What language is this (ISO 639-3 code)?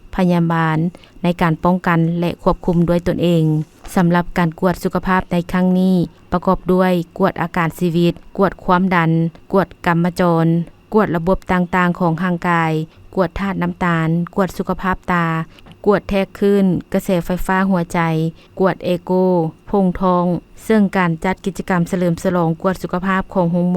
lao